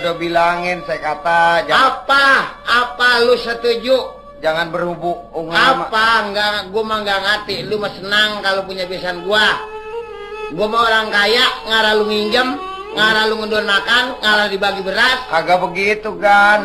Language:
Betawi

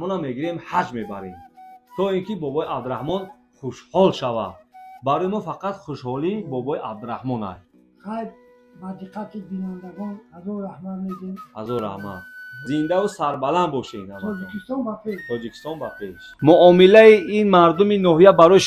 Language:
Tajik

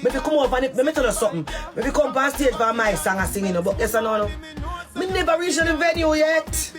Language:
Jamaican Creole English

